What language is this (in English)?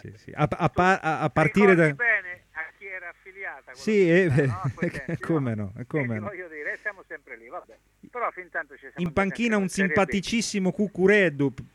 Italian